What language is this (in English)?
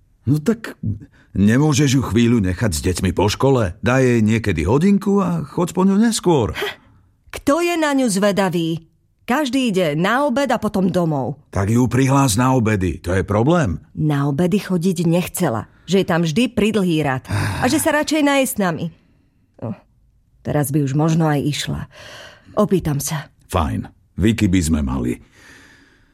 Slovak